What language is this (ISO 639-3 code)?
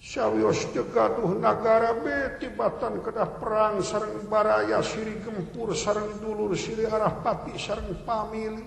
sun